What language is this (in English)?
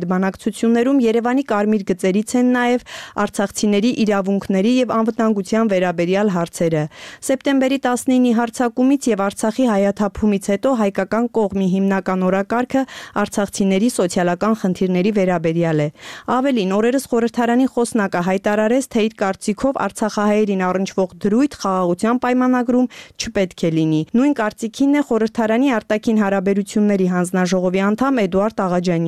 Armenian